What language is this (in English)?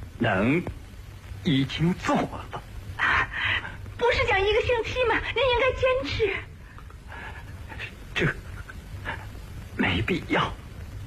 Chinese